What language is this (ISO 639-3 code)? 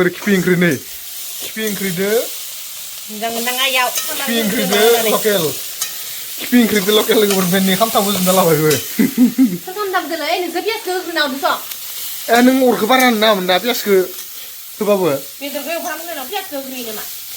brx